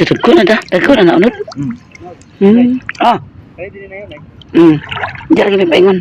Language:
Cebuano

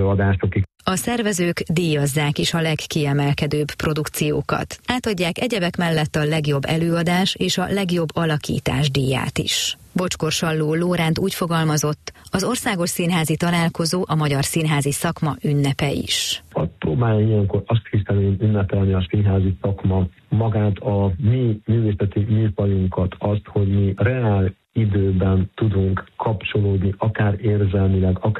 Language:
Hungarian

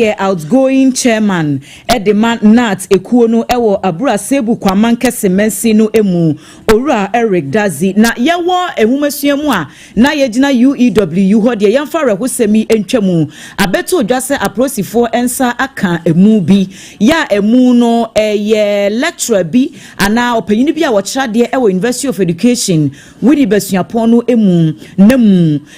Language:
Akan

